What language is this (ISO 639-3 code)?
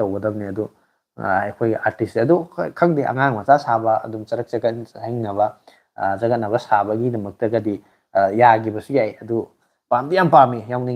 mni